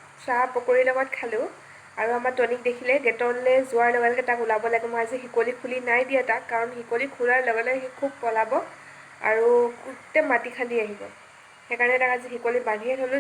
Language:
Assamese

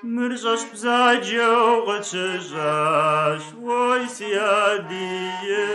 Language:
Kabardian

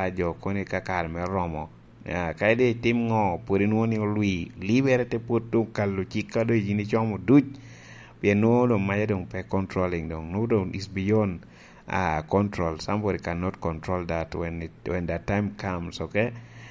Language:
Lango (Uganda)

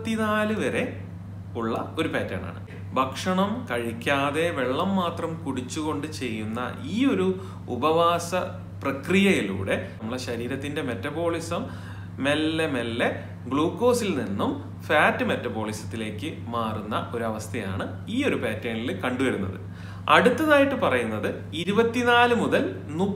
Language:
Malayalam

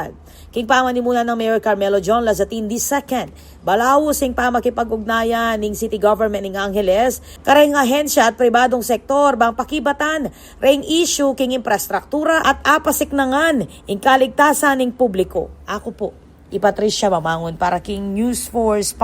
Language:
Pampanga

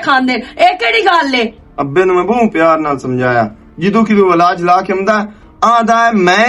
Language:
Western Panjabi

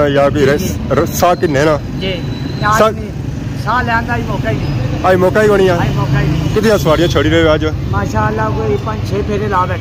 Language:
Pahari-Potwari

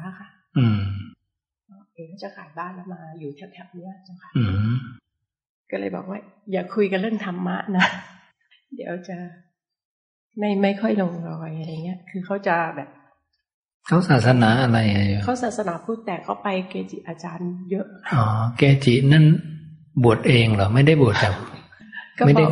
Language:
Thai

